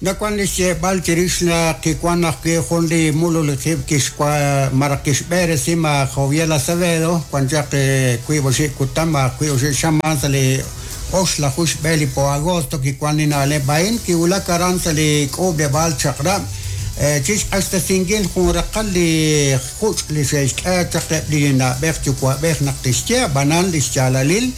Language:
Kekchí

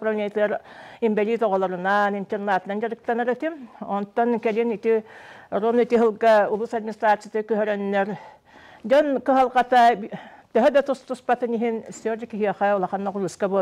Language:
Yakut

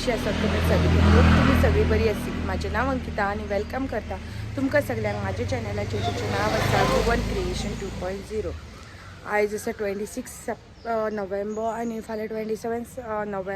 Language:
Konkani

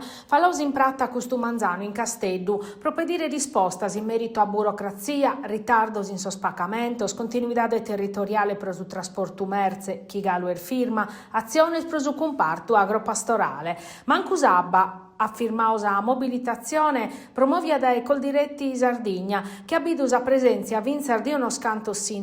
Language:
Sardinian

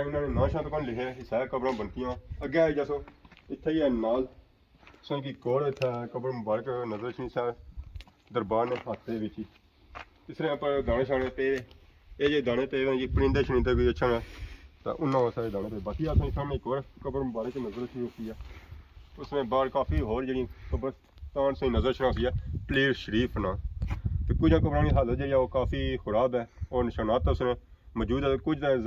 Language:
Pahari-Potwari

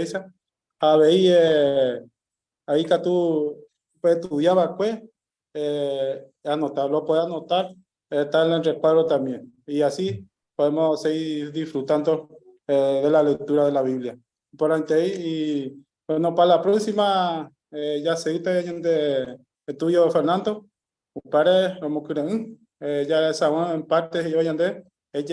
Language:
Guarani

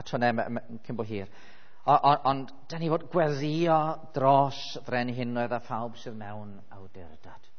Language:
Welsh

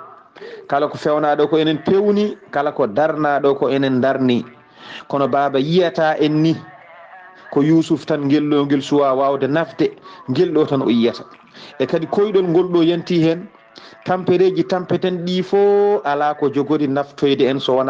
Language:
Fula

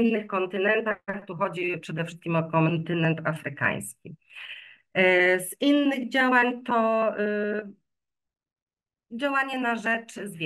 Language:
Polish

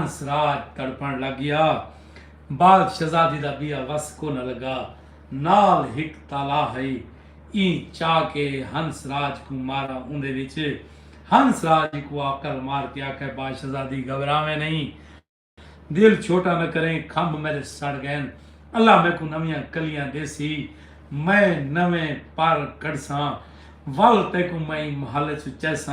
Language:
Saraiki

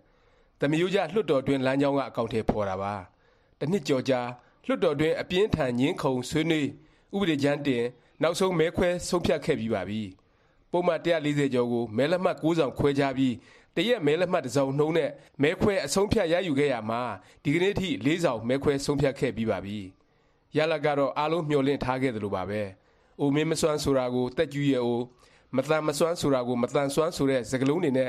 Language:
Burmese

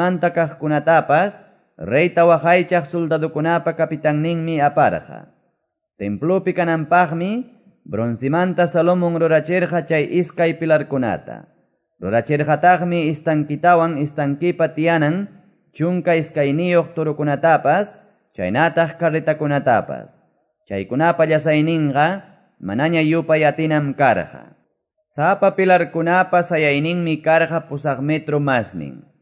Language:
Quechua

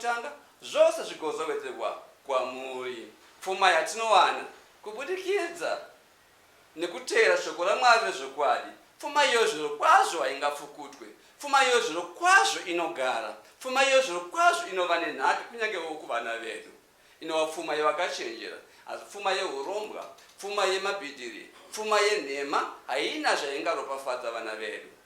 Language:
Shona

